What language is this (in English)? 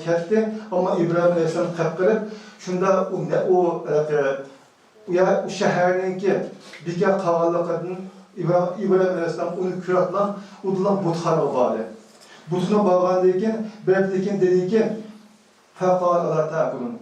Uyghur